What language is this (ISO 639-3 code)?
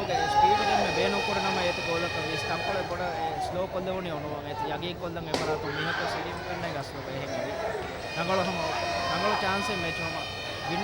div